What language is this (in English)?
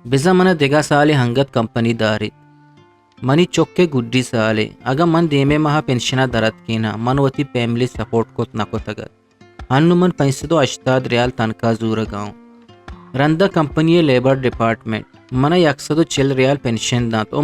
Eastern Balochi